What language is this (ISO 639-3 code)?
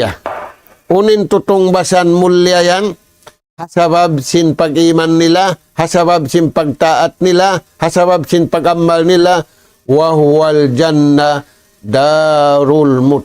tsg